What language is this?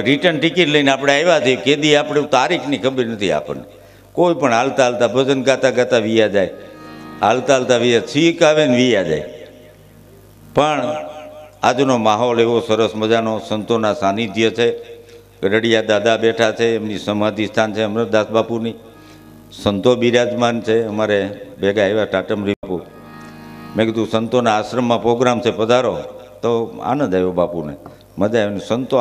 Gujarati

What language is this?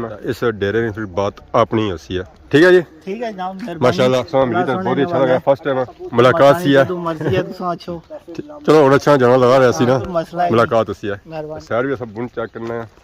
Pahari-Potwari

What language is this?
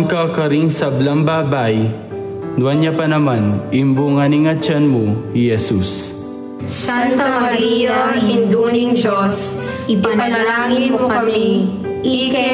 Pampanga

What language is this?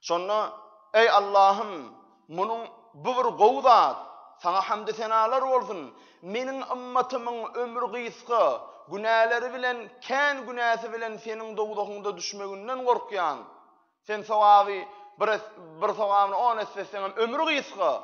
Turkmen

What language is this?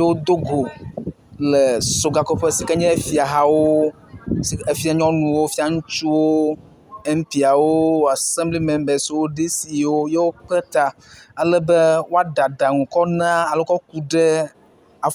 Ewe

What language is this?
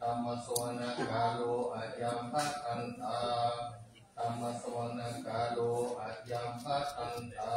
Pali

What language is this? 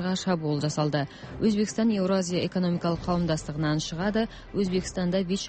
Kazakh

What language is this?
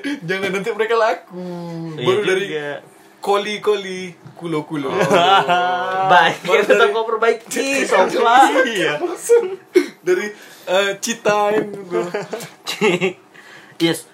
Indonesian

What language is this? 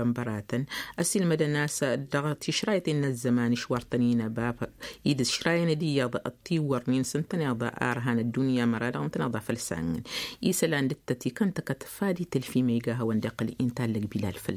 Tamasheq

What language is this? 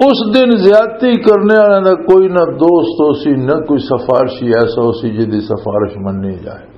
Western Panjabi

